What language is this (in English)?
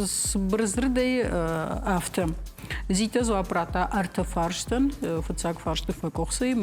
Ossetic